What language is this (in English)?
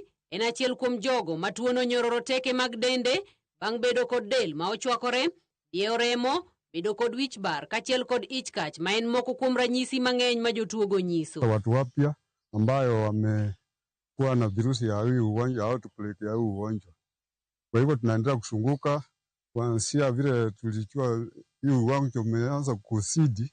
Luo (Kenya and Tanzania)